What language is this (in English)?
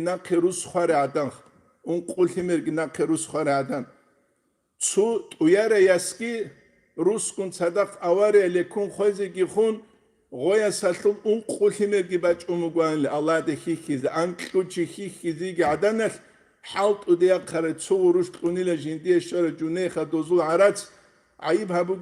Avaric